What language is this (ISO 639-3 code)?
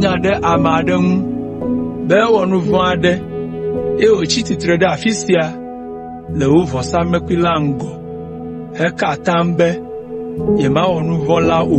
ewe